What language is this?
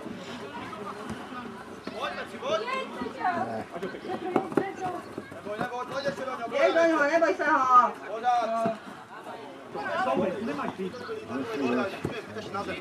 Czech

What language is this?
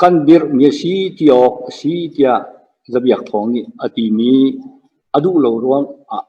Hakha Chin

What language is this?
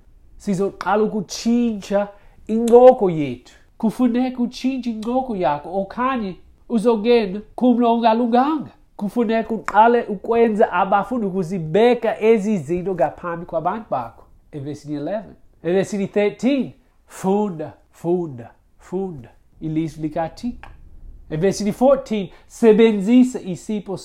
Xhosa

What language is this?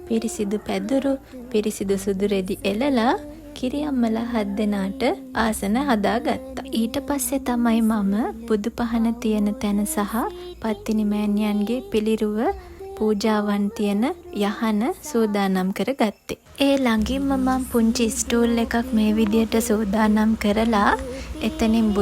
Sinhala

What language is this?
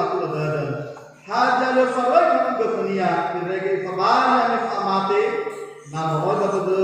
Nias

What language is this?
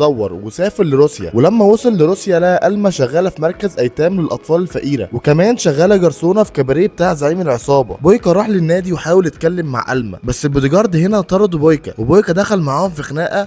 Egyptian Arabic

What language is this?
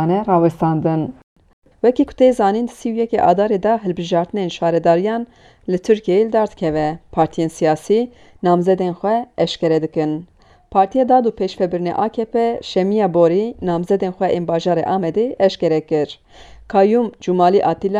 Kurdish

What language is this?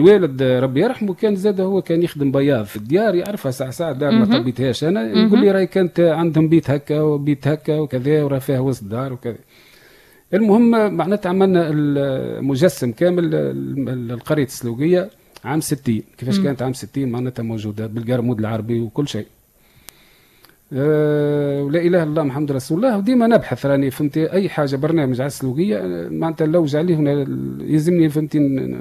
Tunisian Arabic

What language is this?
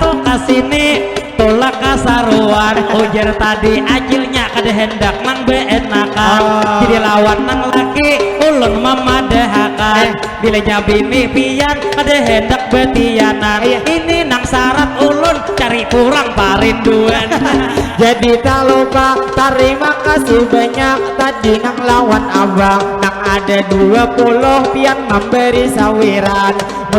Banjar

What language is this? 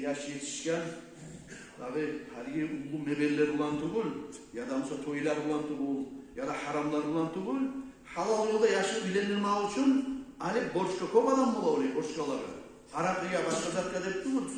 Kumyk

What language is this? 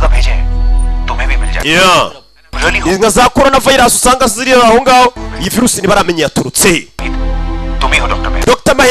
Kinyarwanda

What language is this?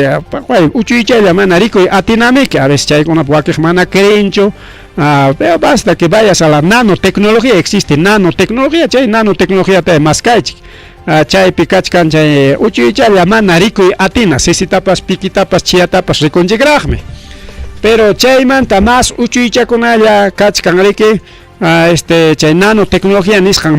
Ayacucho Quechua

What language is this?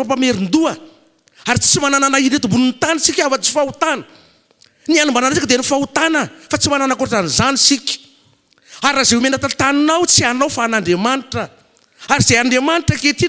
Malagasy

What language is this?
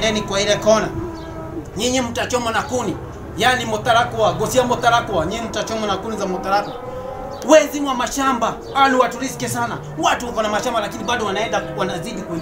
Swahili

